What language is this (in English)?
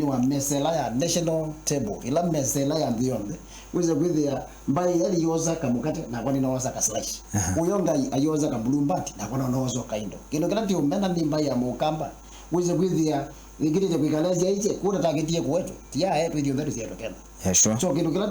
Kamba